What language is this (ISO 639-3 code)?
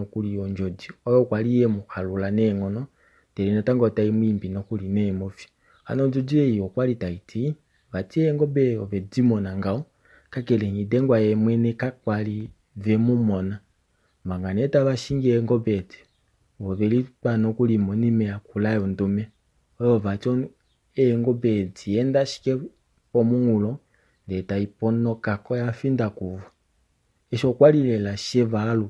kua